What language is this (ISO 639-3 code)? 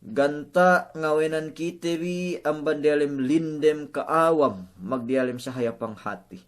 yka